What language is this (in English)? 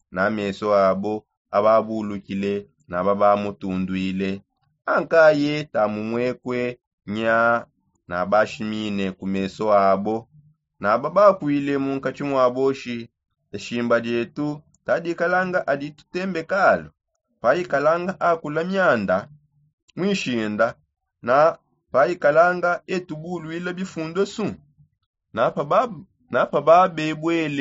Songe